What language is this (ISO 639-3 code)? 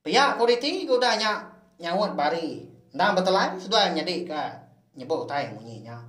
iba